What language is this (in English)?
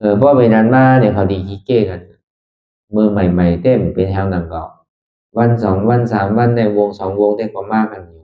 Shan